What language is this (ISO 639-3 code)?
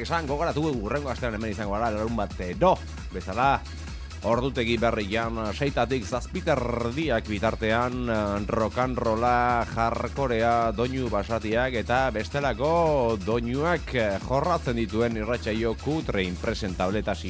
eus